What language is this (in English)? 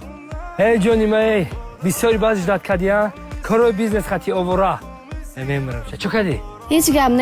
Tajik